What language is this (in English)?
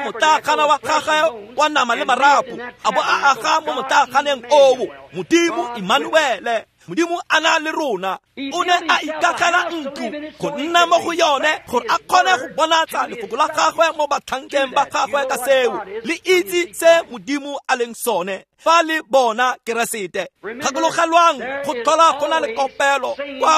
Tswana